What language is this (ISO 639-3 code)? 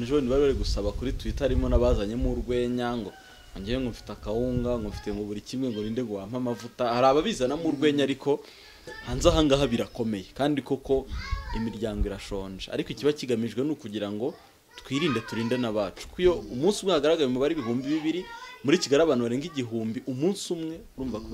kin